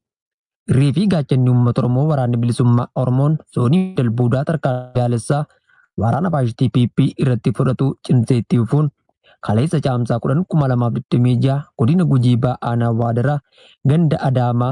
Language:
Oromo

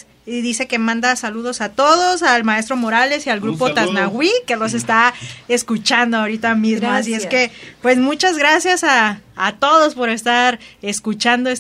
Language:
Spanish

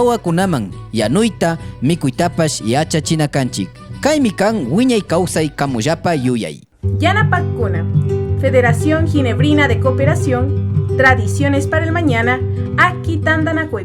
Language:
Imbabura Highland Quichua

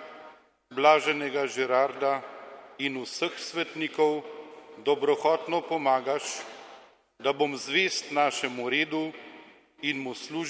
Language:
Slovenian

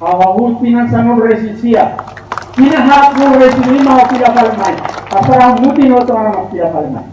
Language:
Tetum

